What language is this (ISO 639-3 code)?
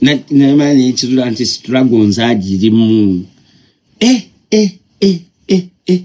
lug